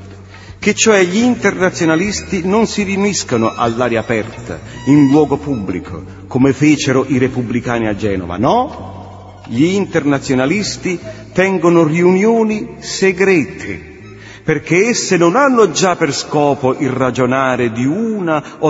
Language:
Italian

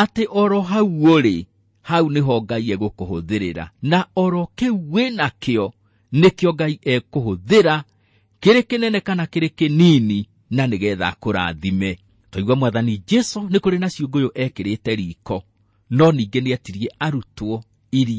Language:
Kikuyu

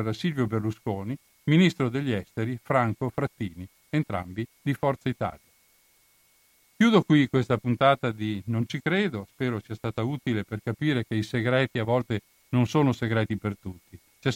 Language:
Italian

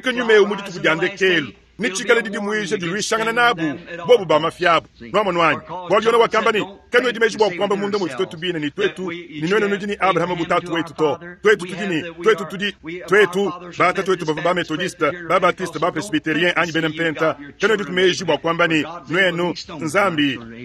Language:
Luba-Lulua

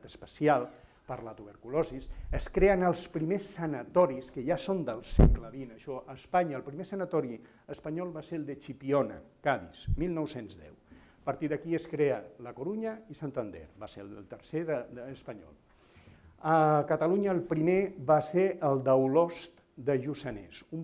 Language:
Catalan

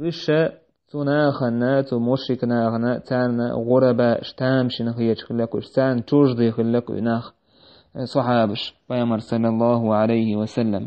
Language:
Chechen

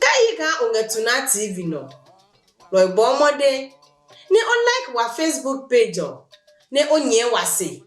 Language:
Adangme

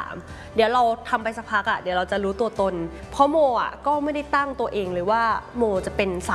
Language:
Thai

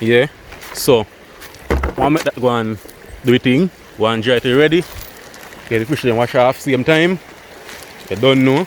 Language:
Jamaican Creole English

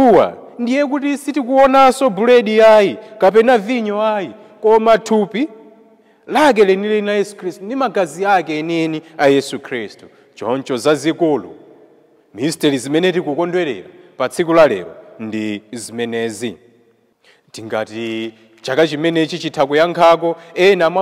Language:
Nyanja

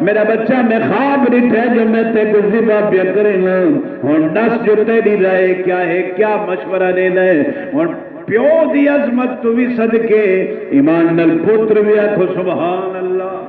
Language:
Saraiki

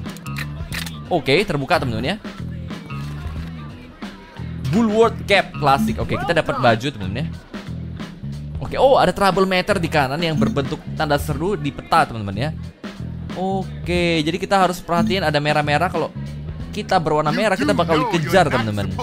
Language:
Indonesian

